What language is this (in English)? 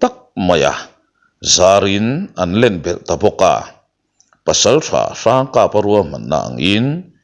Mizo